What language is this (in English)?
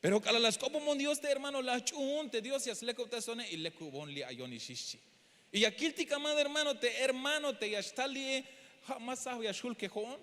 Tzeltal